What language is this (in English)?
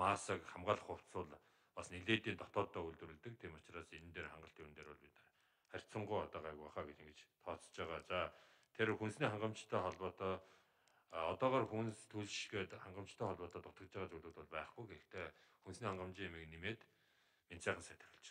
Mongolian